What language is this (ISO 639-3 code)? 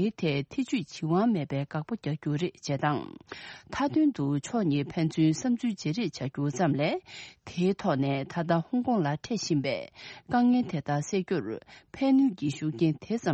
bod